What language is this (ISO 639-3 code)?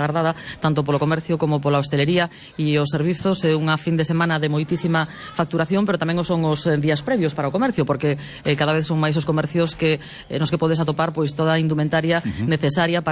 glg